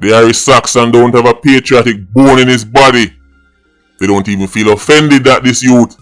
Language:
Jamaican Creole English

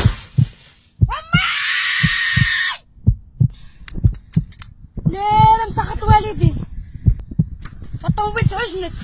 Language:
Moroccan Arabic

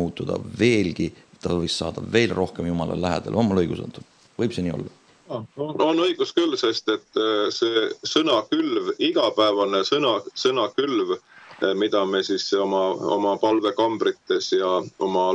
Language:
Estonian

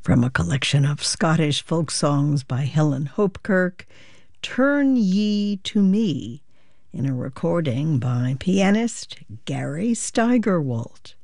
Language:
English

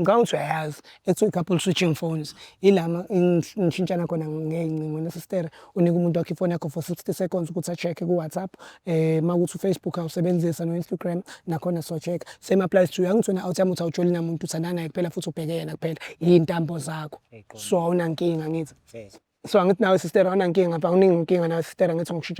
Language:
Zulu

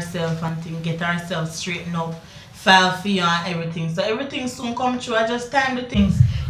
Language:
Jamaican Creole English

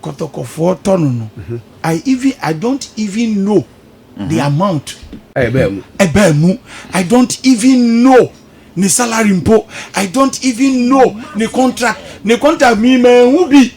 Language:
Akan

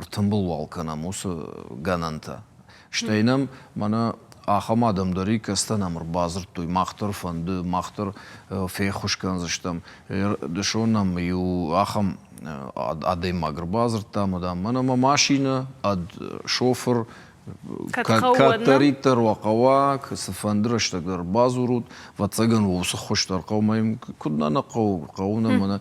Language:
Ossetic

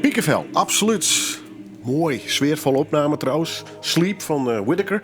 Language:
Western Frisian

